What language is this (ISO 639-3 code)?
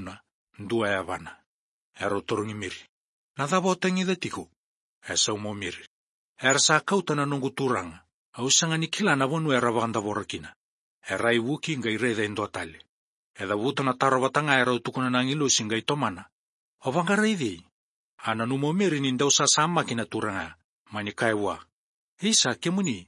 fij